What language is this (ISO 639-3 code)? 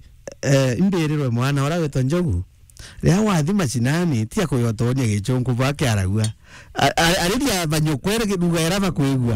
mer